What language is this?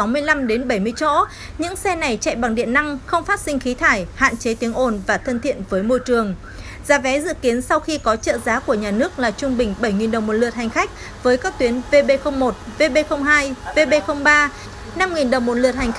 Vietnamese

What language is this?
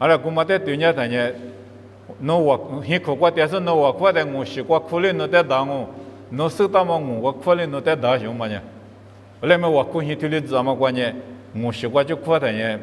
Lisu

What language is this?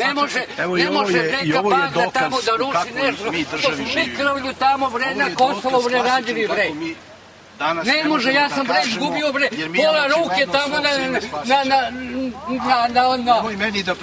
Serbian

